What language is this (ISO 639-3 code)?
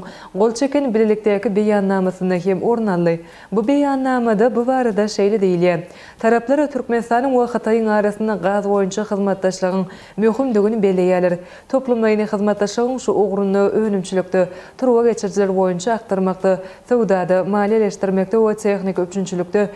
tuk